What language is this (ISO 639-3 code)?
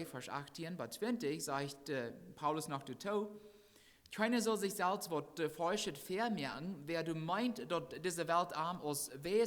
pdt